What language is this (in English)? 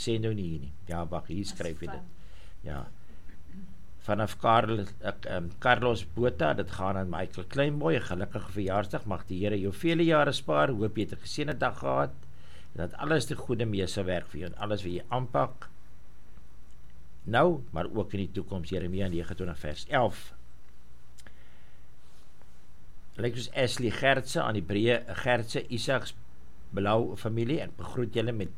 Afrikaans